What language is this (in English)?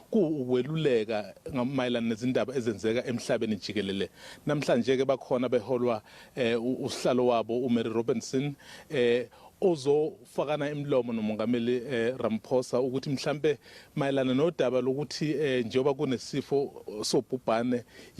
Zulu